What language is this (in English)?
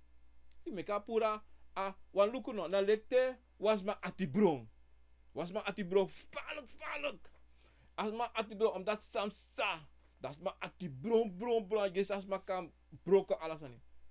Sranan Tongo